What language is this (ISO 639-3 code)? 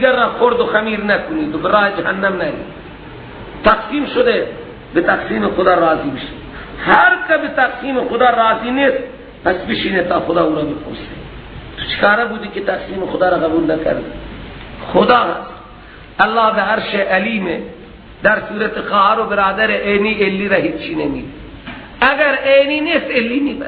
fas